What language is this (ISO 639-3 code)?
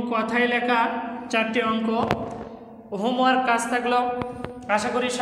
ben